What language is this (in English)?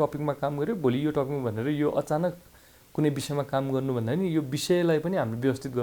Nepali